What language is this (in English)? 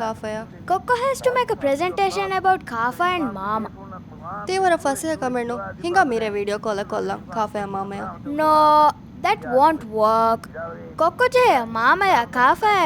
Divehi